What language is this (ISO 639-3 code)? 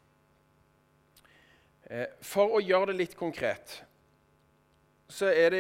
nor